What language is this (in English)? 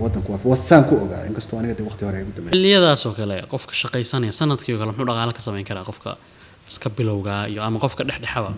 Somali